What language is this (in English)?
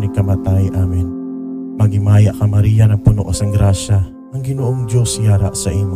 Hiligaynon